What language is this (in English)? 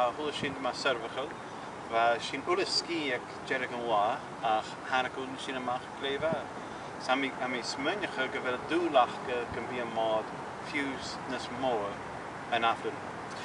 Scottish Gaelic